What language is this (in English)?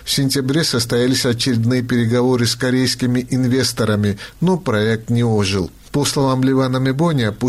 Russian